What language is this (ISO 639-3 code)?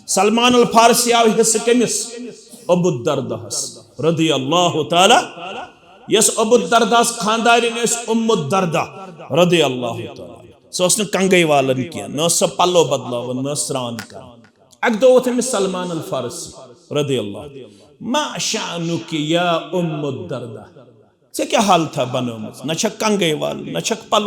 kas